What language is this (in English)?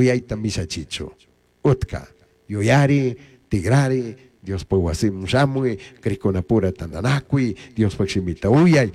Chimborazo Highland Quichua